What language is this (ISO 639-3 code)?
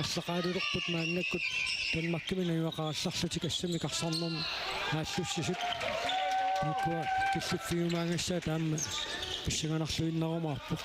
kal